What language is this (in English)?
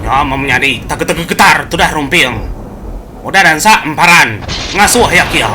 Iban